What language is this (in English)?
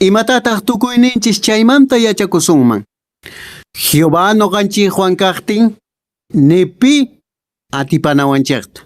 Quechua